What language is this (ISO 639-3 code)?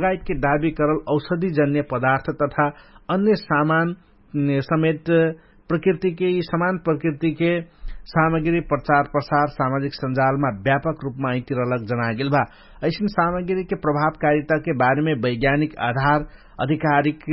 thl